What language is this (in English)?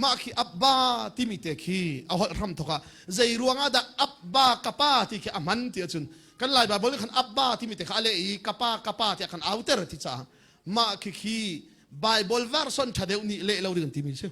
Hakha Chin